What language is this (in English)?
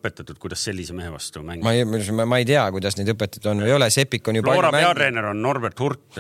Estonian